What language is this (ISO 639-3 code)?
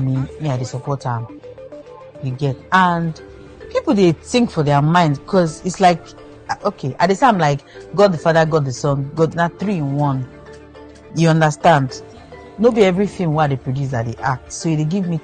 pcm